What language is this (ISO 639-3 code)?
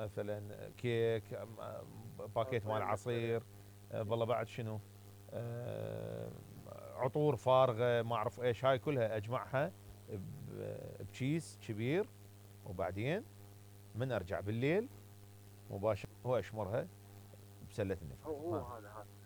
acm